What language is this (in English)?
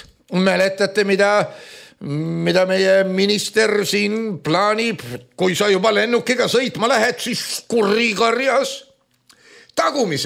Estonian